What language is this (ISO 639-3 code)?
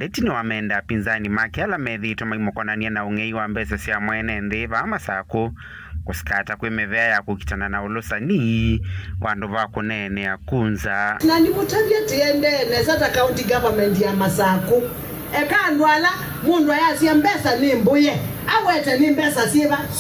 kam